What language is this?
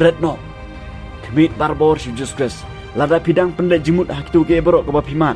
Khasi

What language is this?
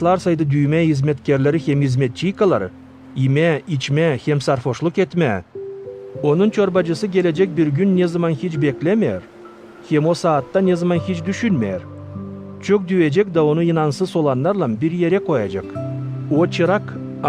Gagauz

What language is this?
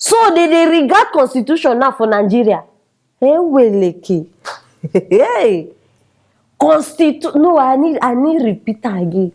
Nigerian Pidgin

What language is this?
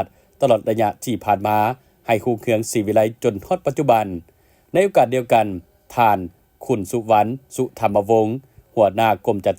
Lao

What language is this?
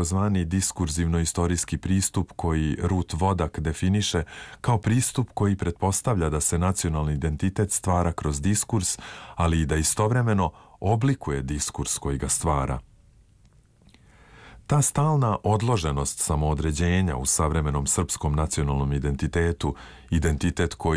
Serbian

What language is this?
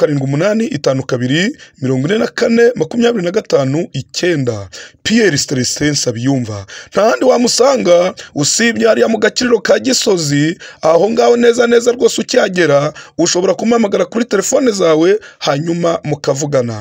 Kinyarwanda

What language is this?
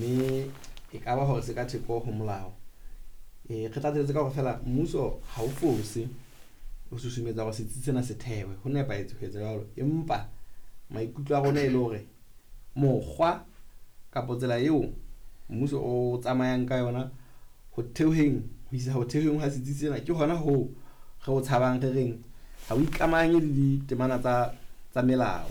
Southern Sotho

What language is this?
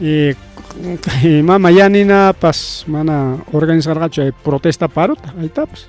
Ayacucho Quechua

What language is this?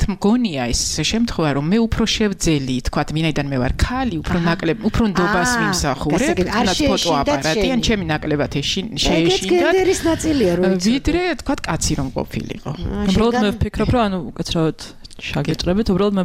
Georgian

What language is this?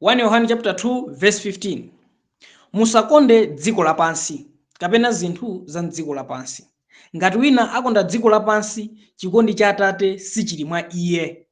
Nyanja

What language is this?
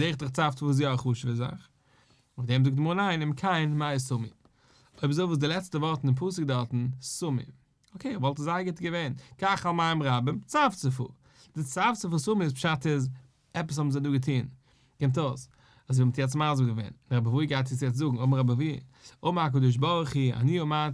Yiddish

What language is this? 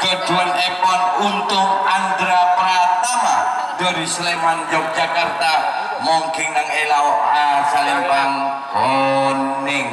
Madurese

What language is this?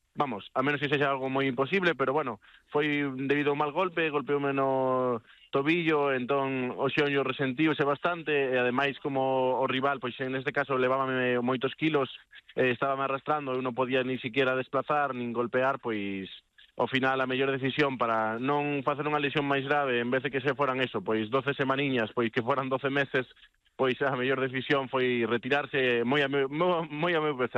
Galician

